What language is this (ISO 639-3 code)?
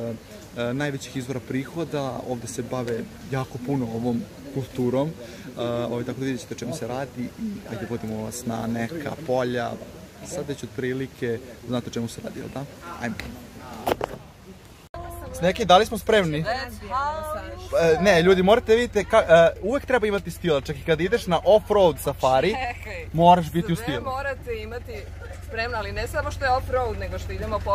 srp